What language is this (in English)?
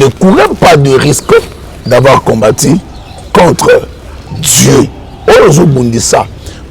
Lingala